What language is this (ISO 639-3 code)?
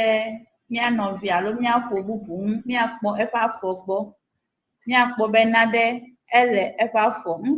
ewe